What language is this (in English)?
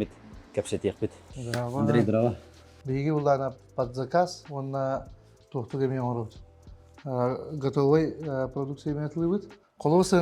Yakut